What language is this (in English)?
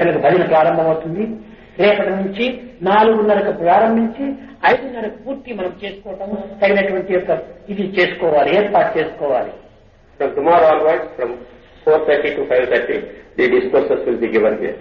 Telugu